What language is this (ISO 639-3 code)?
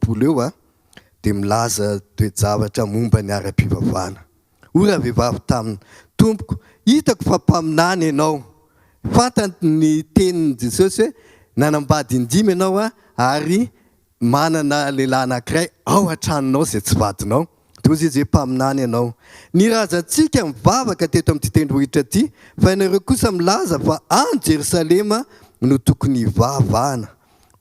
mlg